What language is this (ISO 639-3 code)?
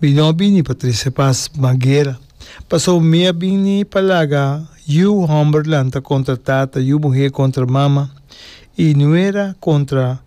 pap